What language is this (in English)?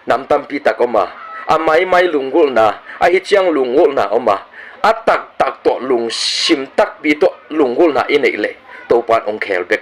Tedim Chin